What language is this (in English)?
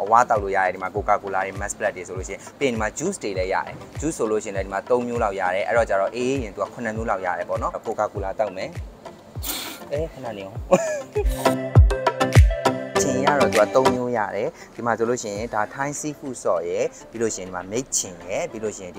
Burmese